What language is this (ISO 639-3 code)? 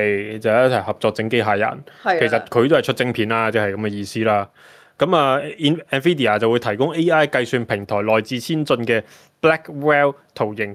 yue